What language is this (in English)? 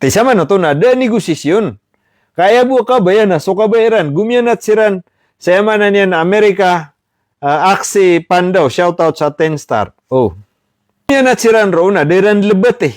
Maranao